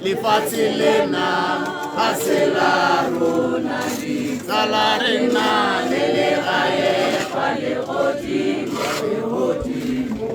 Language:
Tswana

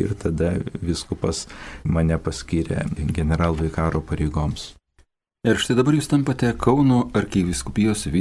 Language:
Lithuanian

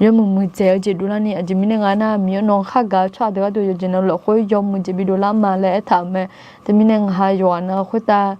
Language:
Akha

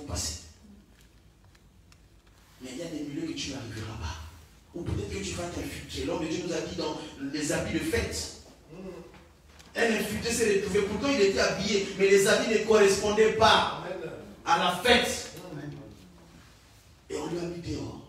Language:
French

